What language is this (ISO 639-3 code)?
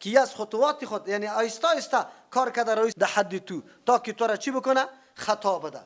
fas